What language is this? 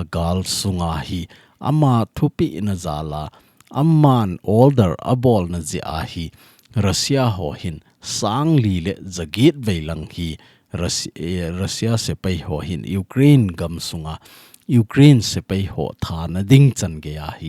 Thado Chin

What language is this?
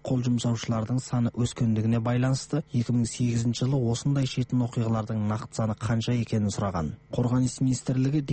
Kazakh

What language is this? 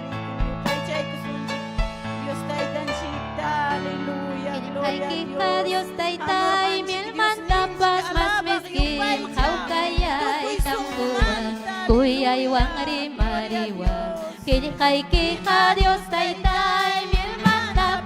Ayacucho Quechua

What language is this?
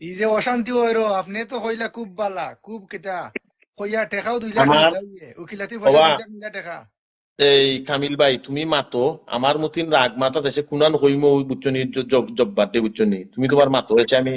Sylheti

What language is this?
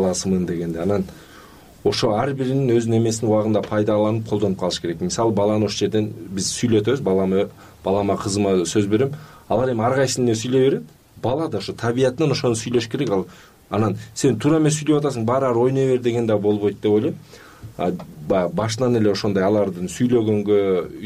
Kyrgyz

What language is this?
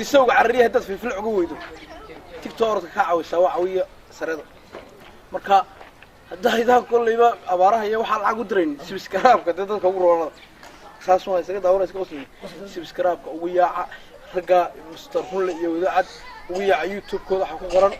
Somali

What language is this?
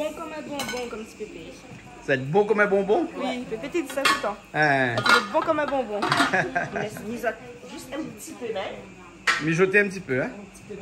Réunion Creole French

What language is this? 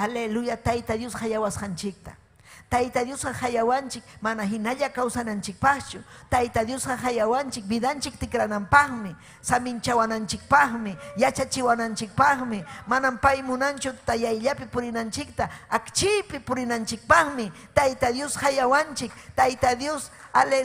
Ayacucho Quechua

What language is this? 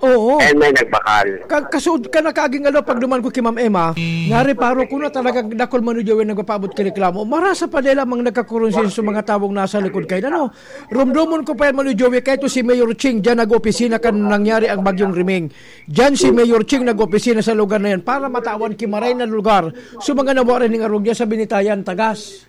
Bikol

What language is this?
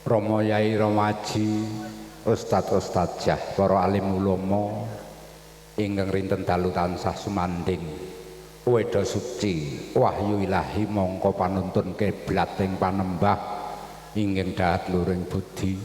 Javanese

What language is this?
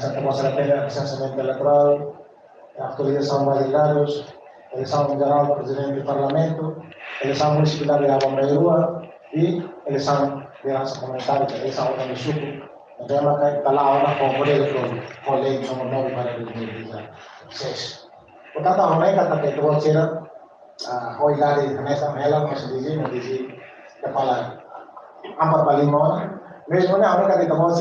Tetum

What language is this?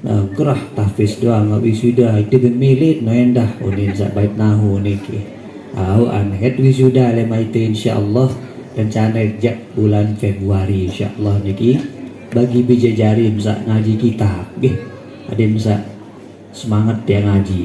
Sasak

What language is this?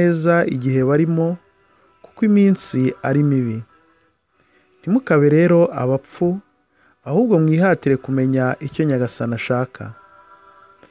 Kinyarwanda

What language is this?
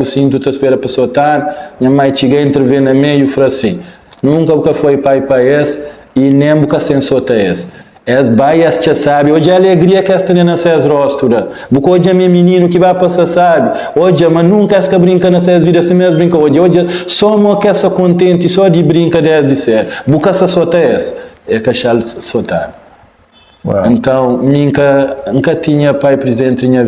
Kabuverdianu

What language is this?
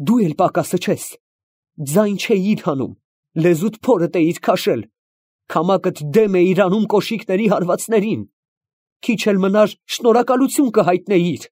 Armenian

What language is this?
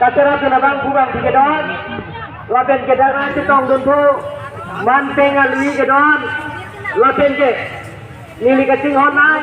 Karbi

